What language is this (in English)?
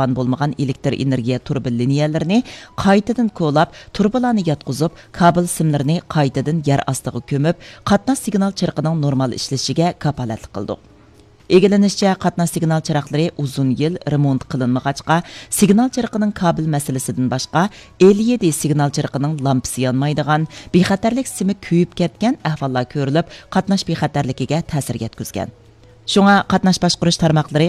Uyghur